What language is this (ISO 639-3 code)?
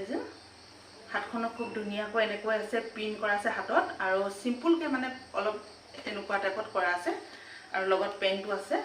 asm